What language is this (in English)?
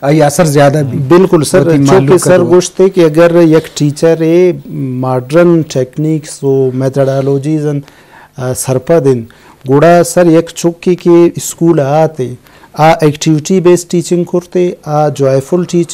Eastern Balochi